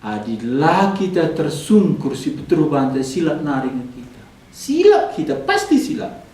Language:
Batak Karo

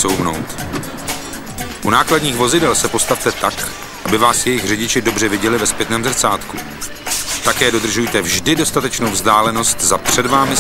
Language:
Czech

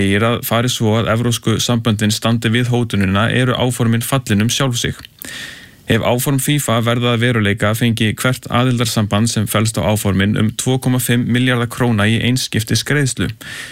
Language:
Icelandic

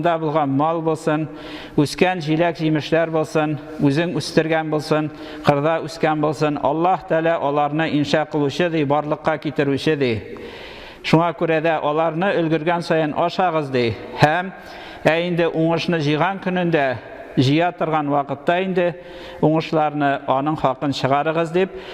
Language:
Tatar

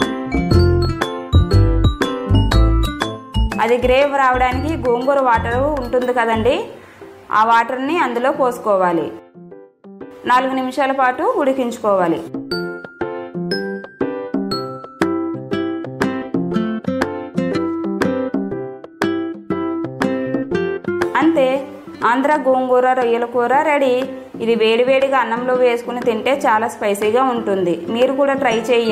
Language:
Telugu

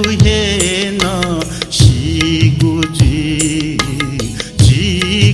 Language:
Newari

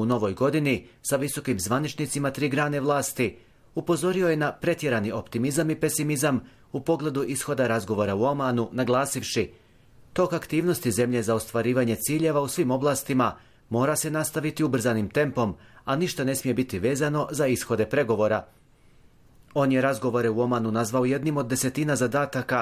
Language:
Bosnian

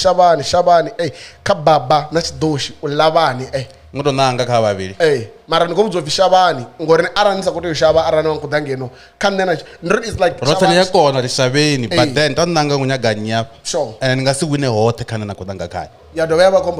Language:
Venda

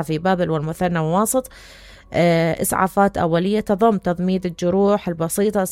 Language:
Mesopotamian Arabic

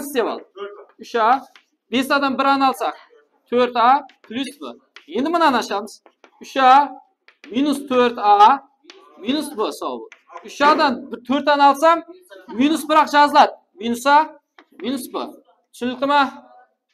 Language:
Kara-Kalpak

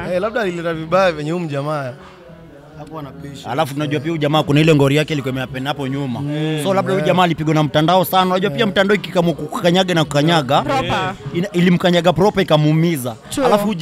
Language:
Swahili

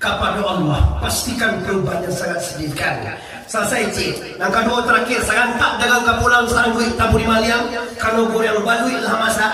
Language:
Minangkabau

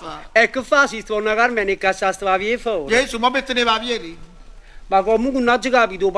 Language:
Neapolitan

